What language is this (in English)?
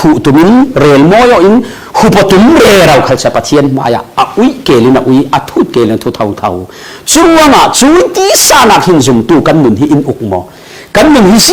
Falam Chin